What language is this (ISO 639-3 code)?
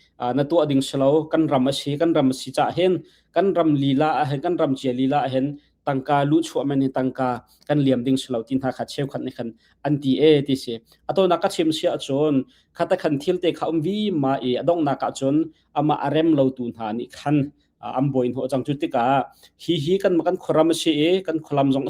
cnh